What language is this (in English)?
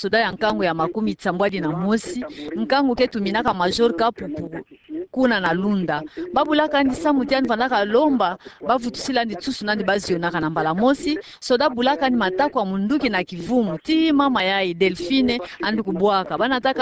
Kituba (Democratic Republic of Congo)